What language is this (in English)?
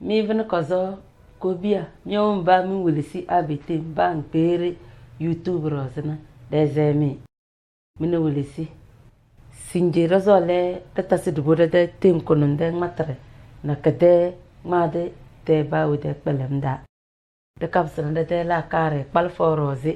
Tem